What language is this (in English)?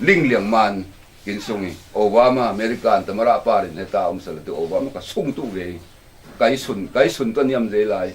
Falam Chin